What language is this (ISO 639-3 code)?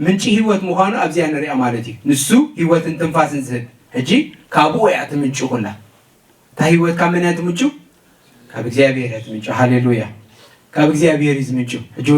tir